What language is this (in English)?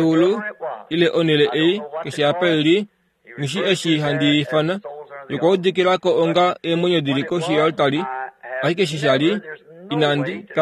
Kuanyama